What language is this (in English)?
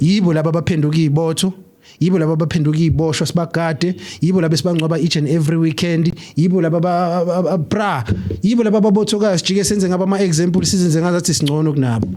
Zulu